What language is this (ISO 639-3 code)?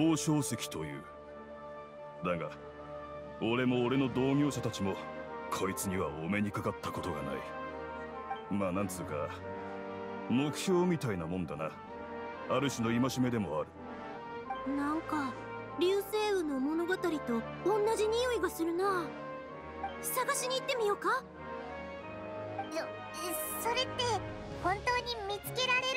jpn